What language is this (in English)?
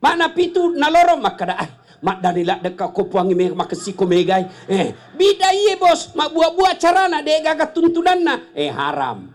Buginese